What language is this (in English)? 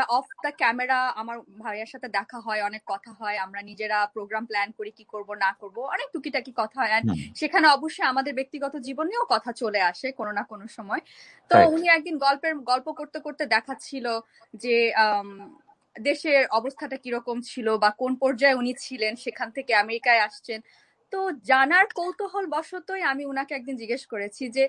Bangla